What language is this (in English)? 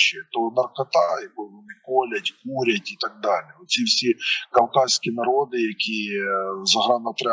Ukrainian